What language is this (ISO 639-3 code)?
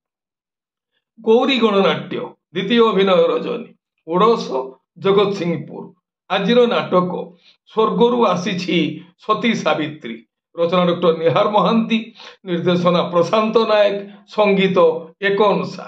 ori